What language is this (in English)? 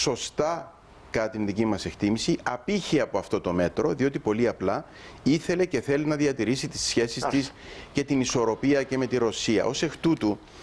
Greek